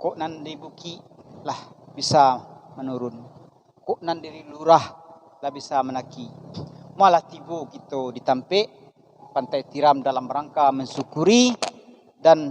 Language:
Minangkabau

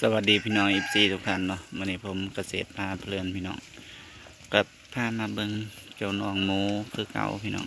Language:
Northeastern Thai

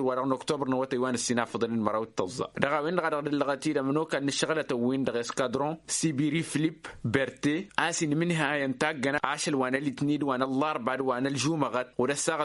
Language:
Tamasheq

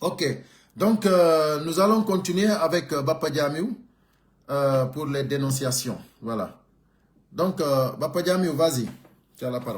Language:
Pular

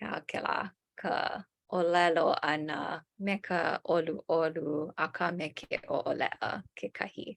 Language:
Hawaiian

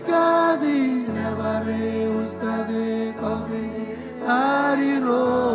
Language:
Marshallese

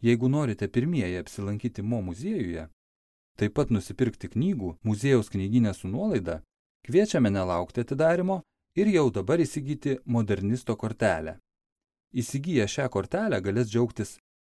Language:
Lithuanian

